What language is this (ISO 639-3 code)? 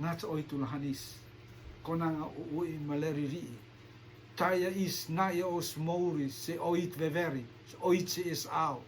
rtm